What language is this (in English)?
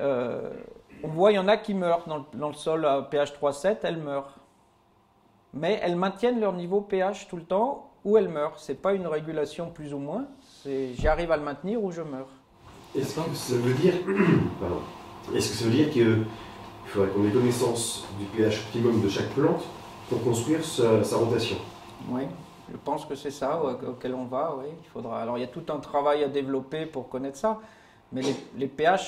French